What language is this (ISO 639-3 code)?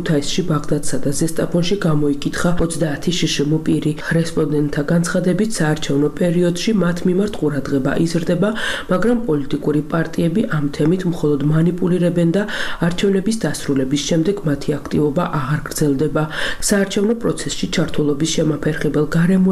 kat